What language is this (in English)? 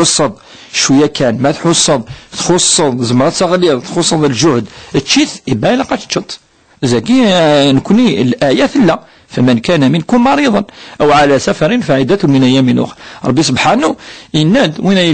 Kabyle